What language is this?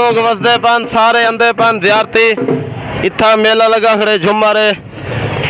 Saraiki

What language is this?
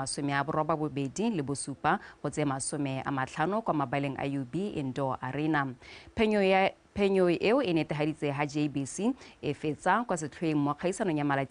Tswana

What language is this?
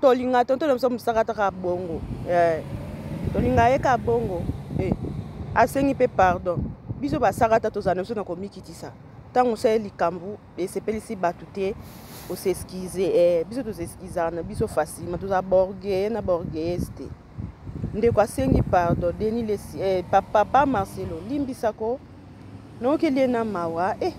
Lingala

